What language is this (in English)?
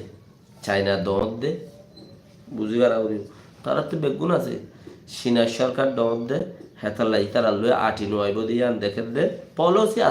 Rohingya